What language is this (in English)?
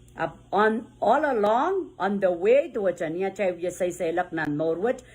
Pohnpeian